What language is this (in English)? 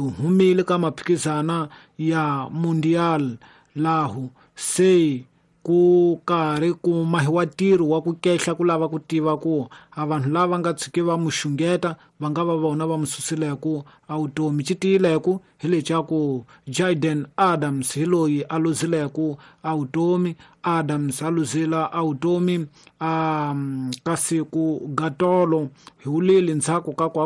Tsonga